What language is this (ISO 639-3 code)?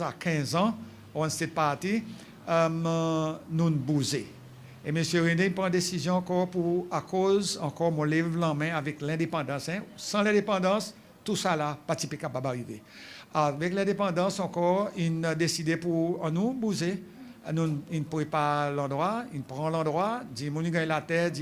crs